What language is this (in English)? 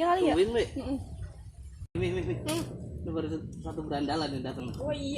Betawi